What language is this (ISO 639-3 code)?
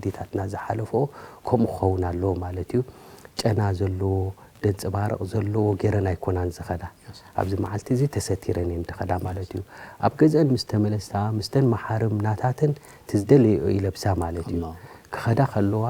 tir